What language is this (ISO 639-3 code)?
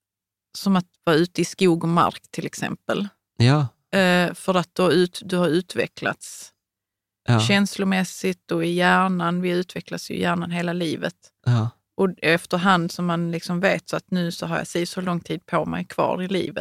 swe